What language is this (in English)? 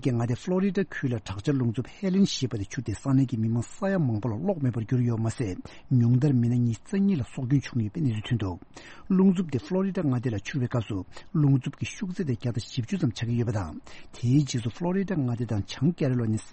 Tibetan